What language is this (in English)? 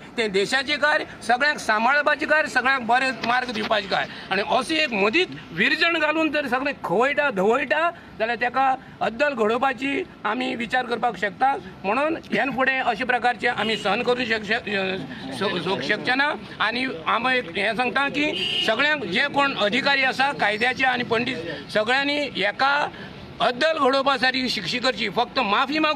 Konkani